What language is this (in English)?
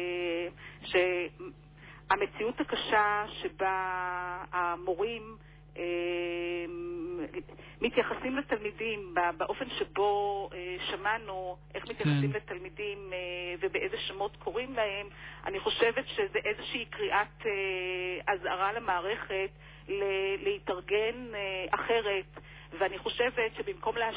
Hebrew